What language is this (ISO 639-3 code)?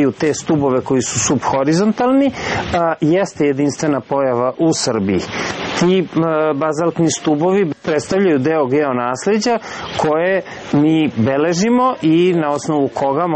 srp